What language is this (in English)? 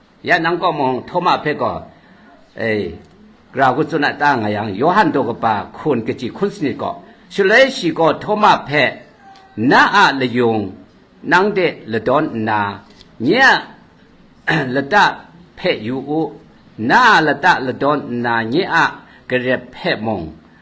Kachin